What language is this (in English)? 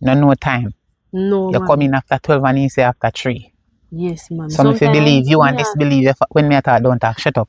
Jamaican Creole English